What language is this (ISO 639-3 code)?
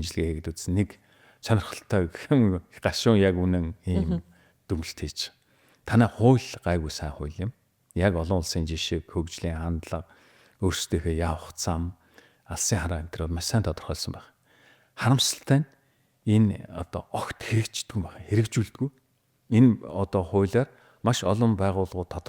mon